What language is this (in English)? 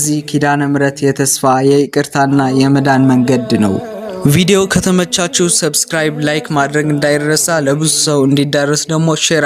Amharic